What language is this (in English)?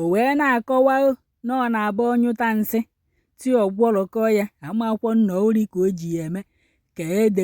Igbo